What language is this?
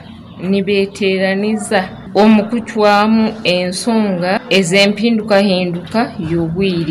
Nyoro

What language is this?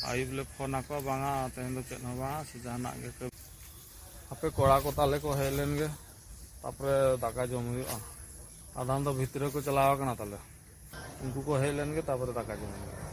Santali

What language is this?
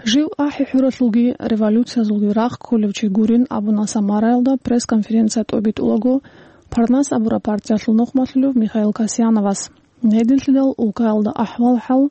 Avaric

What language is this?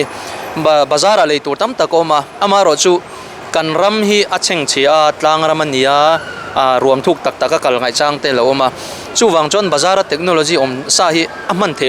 Mizo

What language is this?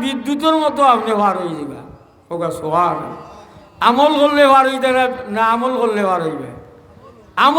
Sylheti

